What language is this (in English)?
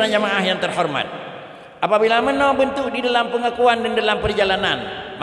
Achinese